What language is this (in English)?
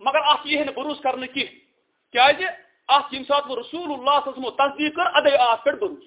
Kashmiri